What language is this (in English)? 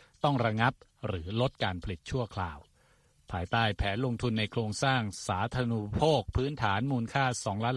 Thai